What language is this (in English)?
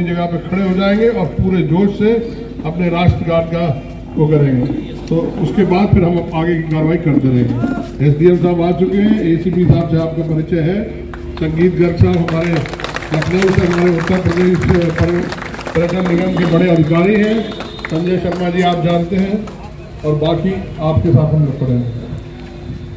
Hindi